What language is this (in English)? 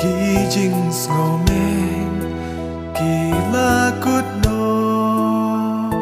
Khasi